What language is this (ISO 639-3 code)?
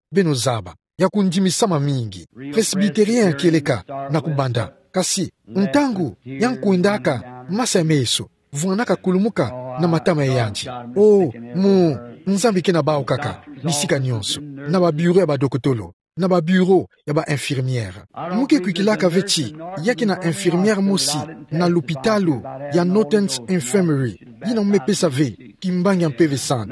ktu